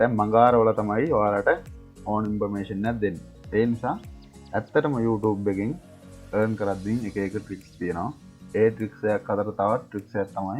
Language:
Sinhala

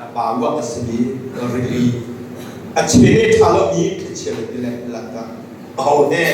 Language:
Hakha Chin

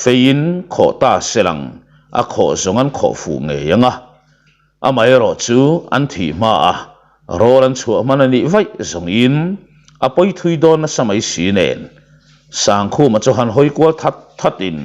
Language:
Mizo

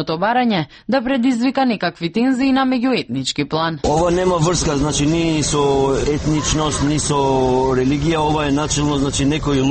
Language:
Macedonian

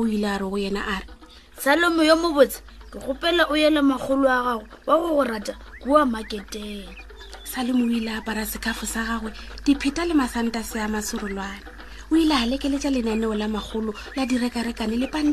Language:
Northern Sotho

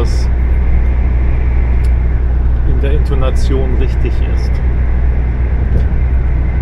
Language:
German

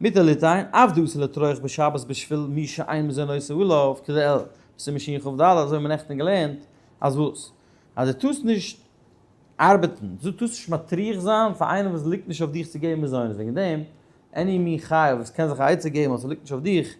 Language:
Yiddish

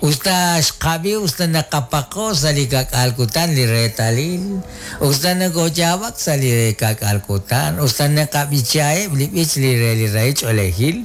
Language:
Kekchí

